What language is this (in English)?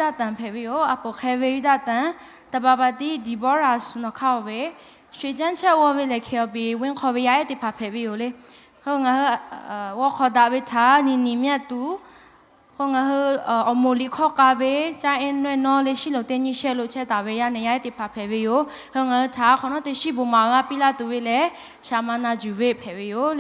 Lahu